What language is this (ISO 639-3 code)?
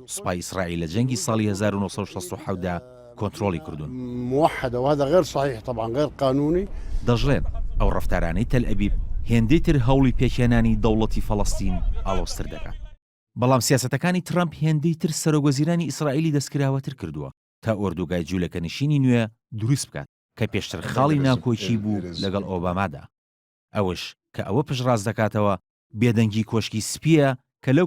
ckb